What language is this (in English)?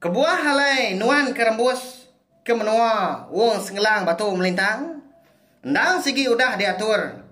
Iban